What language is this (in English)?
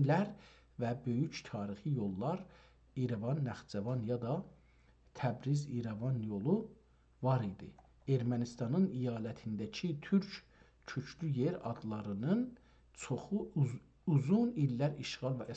South Azerbaijani